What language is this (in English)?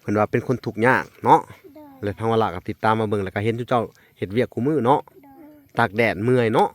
Lao